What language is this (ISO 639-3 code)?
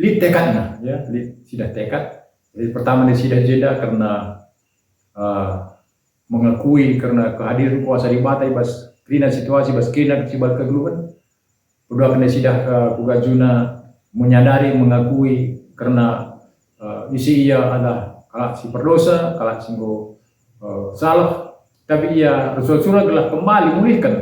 btx